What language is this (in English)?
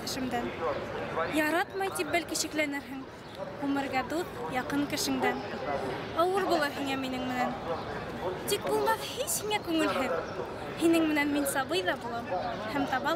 Bashkir